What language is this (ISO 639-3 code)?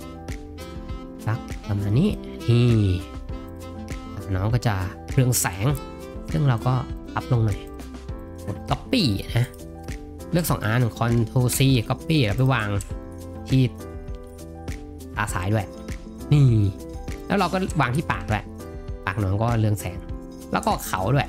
tha